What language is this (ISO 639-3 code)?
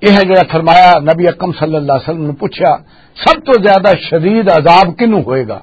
lah